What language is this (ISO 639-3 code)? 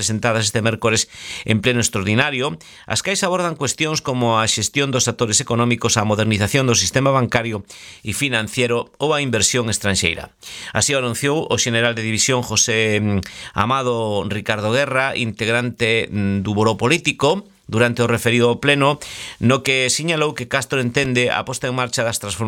glg